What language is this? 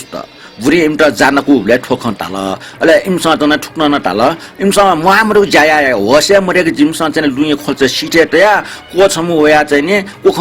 Newari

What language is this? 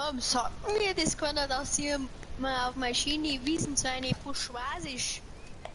Bavarian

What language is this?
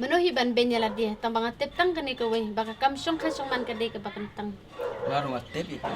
Khasi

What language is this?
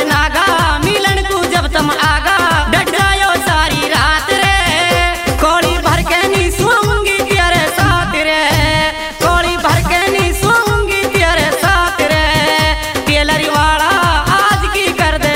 Haryanvi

